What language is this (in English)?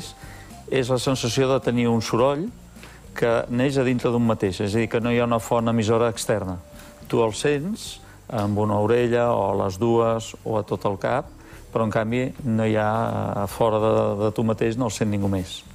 Catalan